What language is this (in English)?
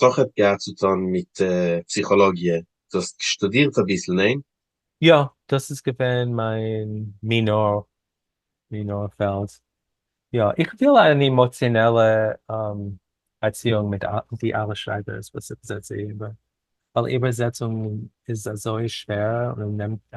Yiddish